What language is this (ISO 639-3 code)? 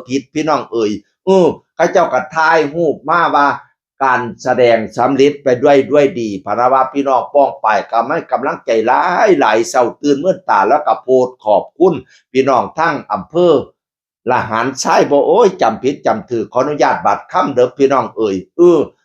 tts